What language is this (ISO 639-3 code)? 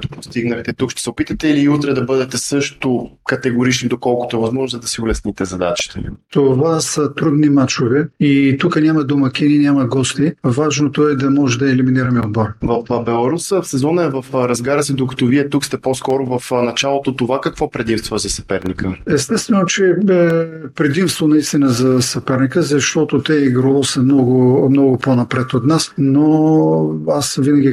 bul